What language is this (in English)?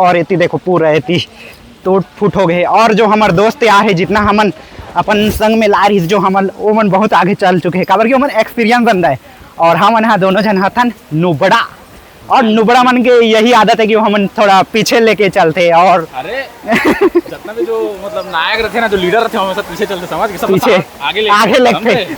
Chhattisgarhi